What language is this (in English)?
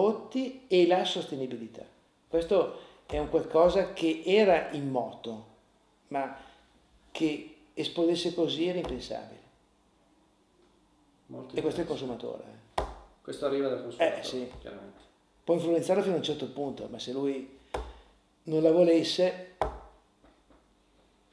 Italian